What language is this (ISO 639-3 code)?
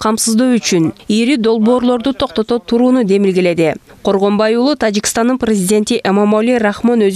kir